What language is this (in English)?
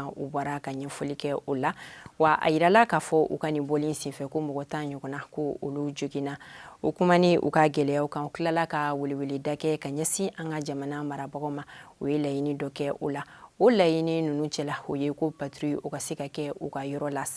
Bambara